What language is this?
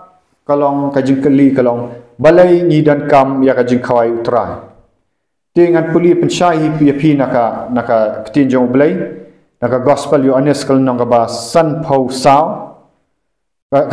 Khasi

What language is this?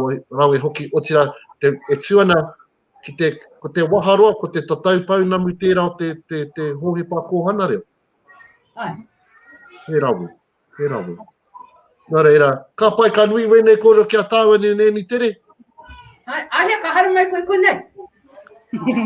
Māori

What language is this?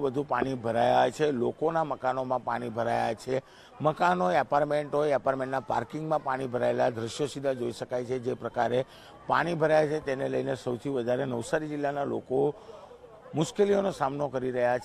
Gujarati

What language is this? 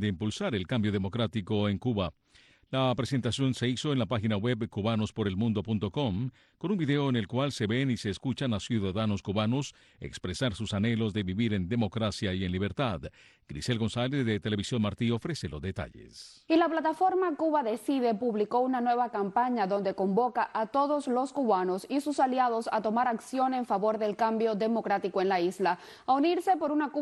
Spanish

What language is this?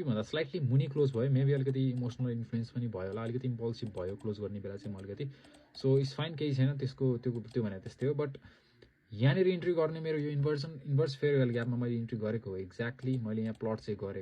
Nepali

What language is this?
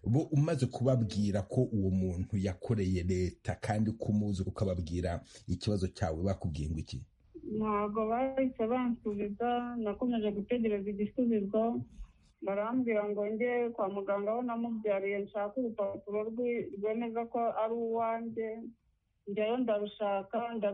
Kinyarwanda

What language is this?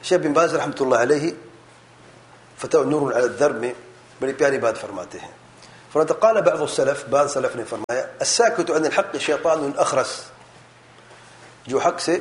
Urdu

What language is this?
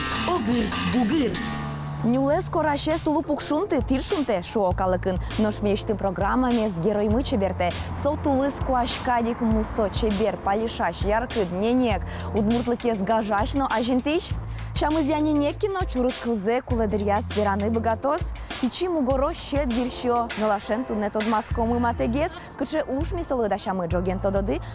Udmurt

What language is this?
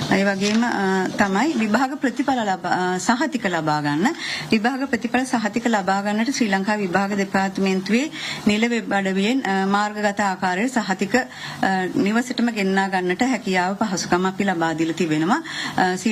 Sinhala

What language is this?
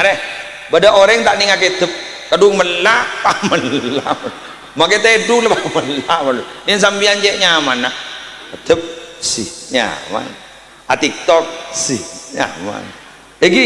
Madurese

